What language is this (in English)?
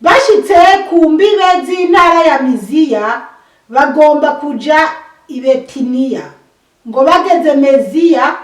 Rundi